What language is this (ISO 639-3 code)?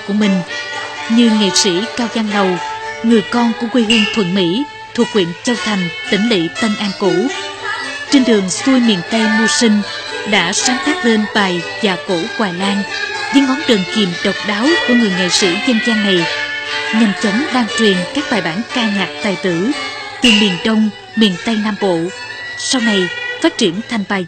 vie